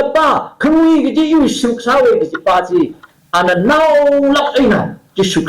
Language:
Tangkhul Naga (India)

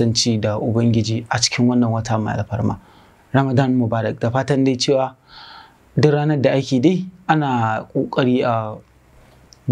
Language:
Hausa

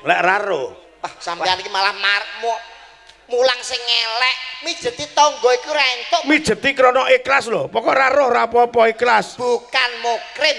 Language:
Javanese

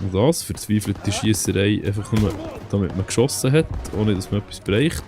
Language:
Swiss German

